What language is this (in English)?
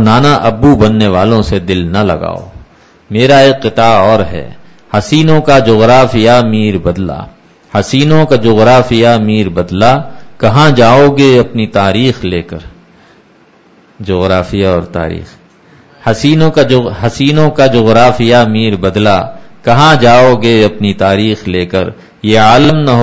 Urdu